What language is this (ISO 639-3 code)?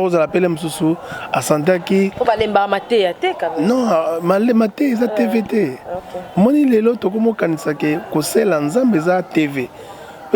lin